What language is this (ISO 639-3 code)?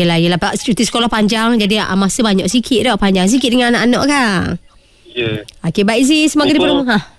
msa